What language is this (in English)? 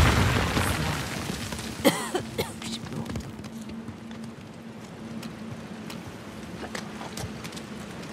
Turkish